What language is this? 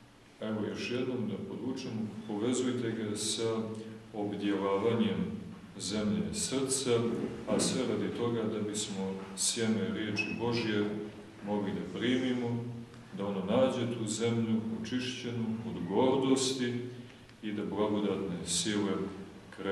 Serbian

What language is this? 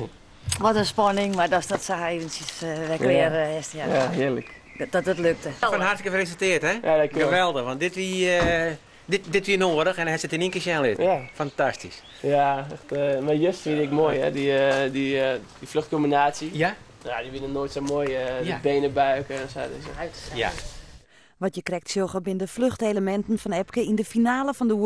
Western Frisian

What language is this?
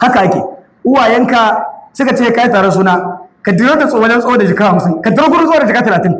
Hausa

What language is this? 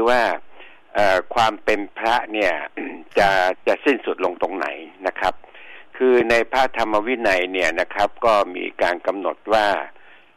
Thai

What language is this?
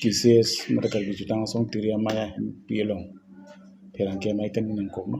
Karbi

